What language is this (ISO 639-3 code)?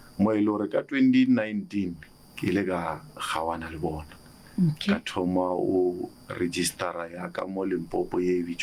nso